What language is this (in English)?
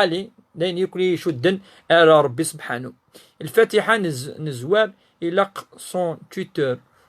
Kabyle